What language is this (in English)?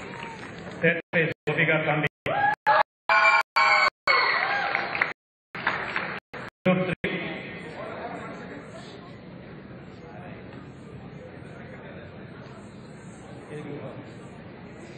Malayalam